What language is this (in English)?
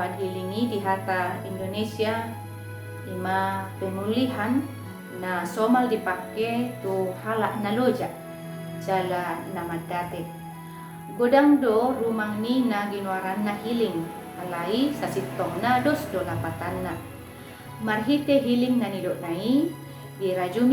Batak Toba